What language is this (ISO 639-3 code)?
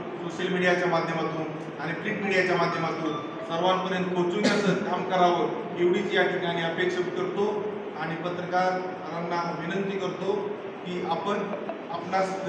mar